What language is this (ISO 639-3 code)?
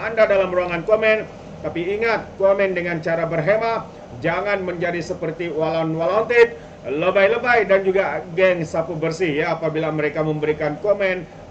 msa